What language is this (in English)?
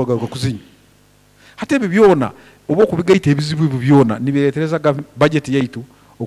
Nyoro